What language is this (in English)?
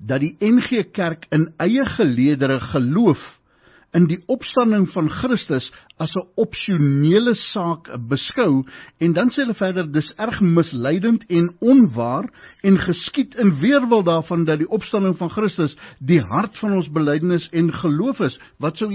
Afrikaans